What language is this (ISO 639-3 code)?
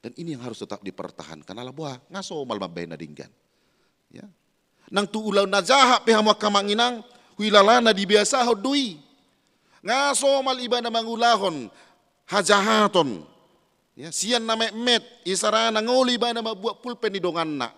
bbc